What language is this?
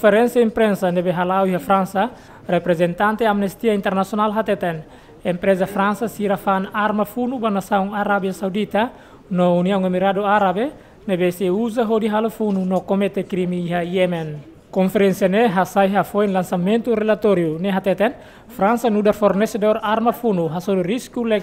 Tetum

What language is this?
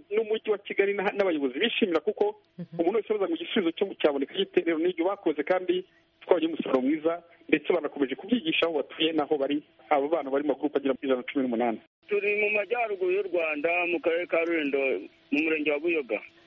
Kinyarwanda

